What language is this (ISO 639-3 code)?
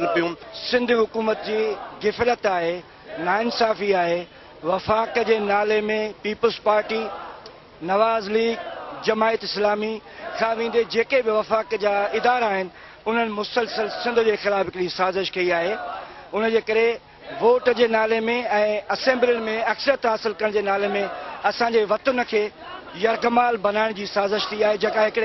snd